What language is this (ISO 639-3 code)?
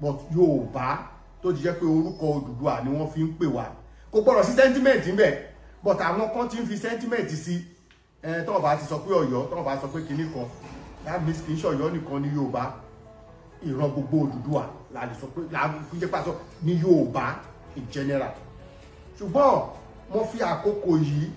yor